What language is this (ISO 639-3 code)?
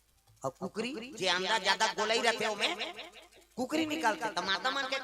hne